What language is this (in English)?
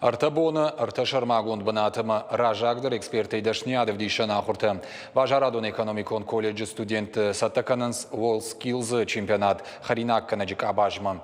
Ossetic